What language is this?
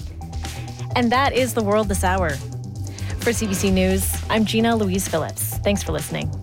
English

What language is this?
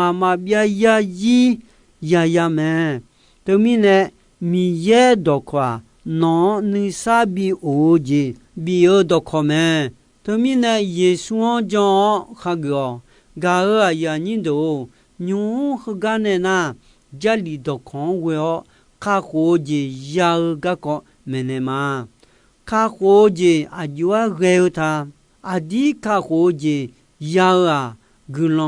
Akha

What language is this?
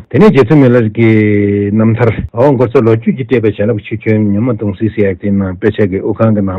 Tibetan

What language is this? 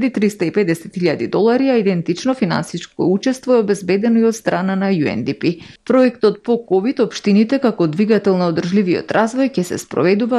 Macedonian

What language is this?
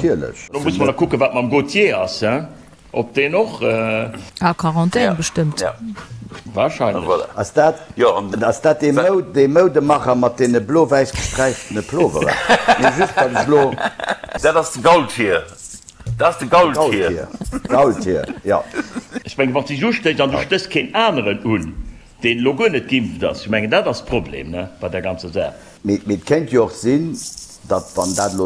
Luxembourgish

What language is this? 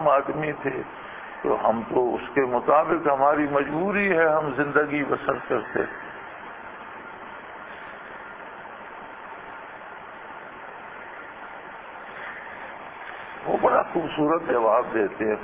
Urdu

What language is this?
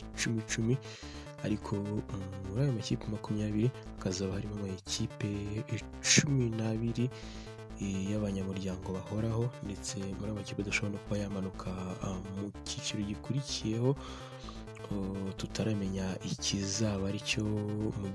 Kinyarwanda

